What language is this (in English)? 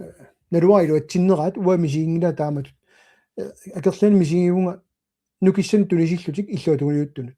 Kalaallisut